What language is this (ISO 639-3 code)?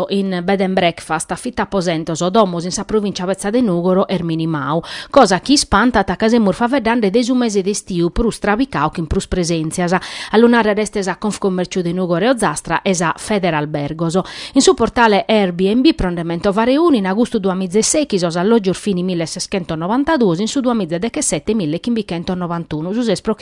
srd